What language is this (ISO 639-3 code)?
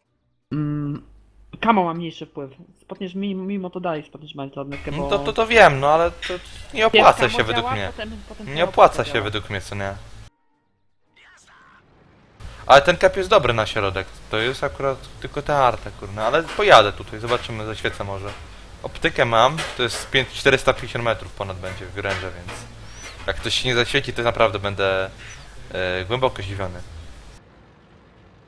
pol